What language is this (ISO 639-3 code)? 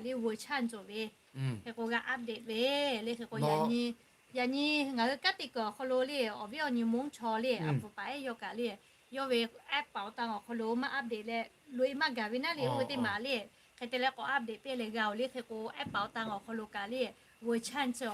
lhu